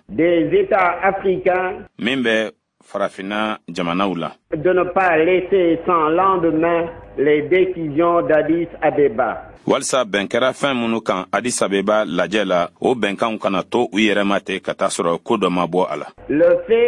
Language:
Bambara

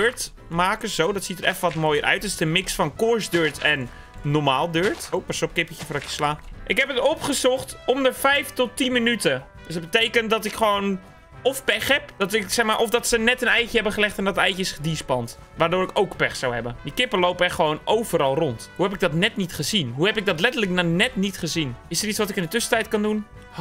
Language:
Dutch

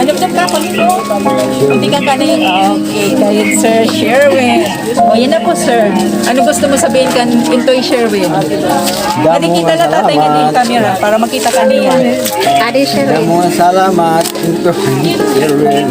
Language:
Waray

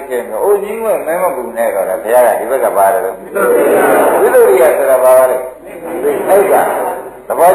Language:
Burmese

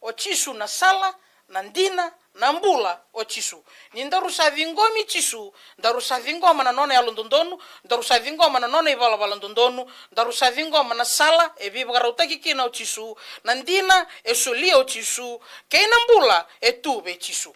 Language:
Fijian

